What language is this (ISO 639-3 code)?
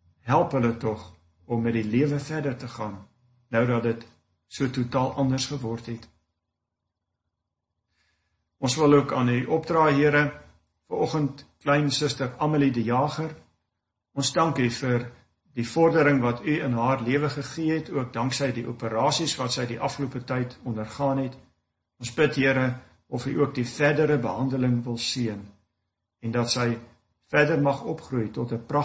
afr